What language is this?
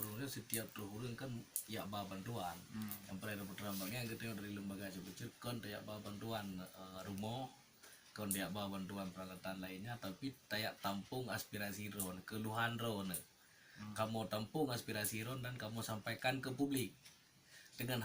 Achinese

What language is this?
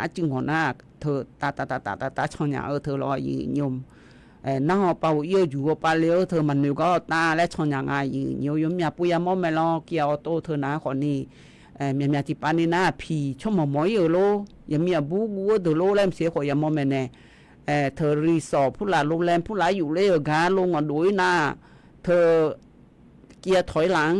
Akha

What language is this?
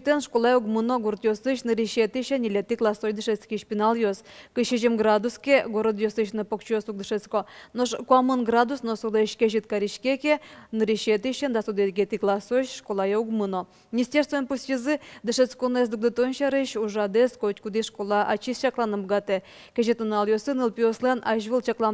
Udmurt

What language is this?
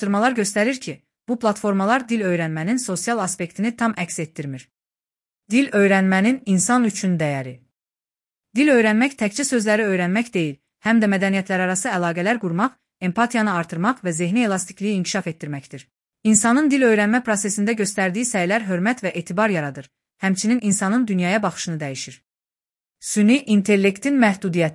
Azerbaijani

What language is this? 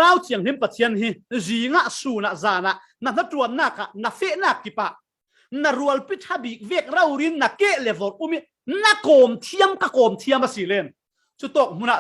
Falam Chin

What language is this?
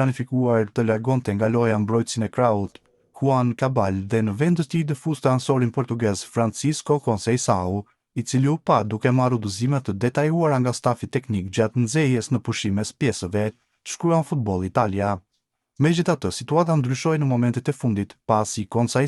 Albanian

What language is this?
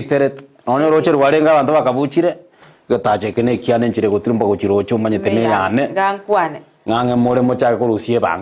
Gusii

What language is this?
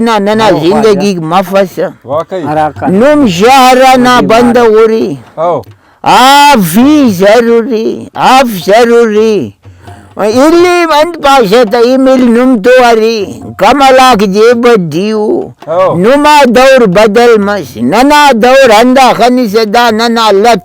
Brahui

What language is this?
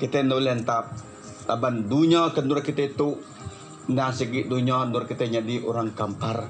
Iban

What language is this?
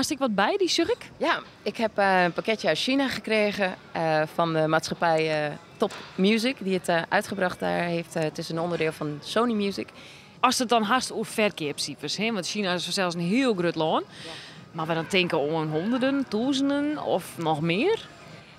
Western Frisian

